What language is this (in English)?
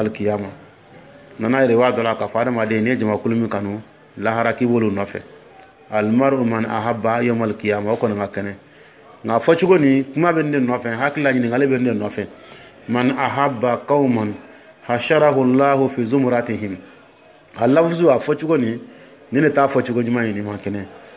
Dyula